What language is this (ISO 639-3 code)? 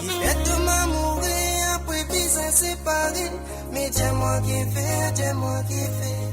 mfe